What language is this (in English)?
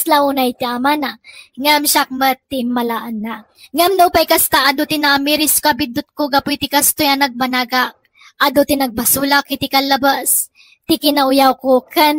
Iloko